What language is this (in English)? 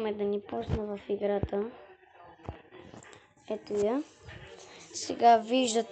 Bulgarian